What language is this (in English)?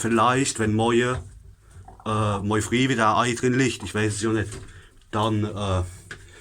Palatine German